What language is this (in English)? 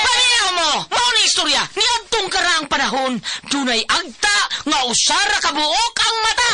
Cebuano